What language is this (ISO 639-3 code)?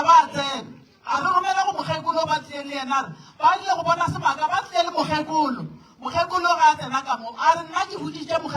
nso